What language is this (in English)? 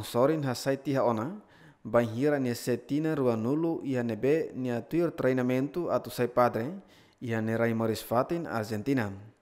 Tetum